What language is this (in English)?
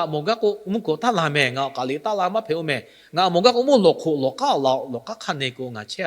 Lahu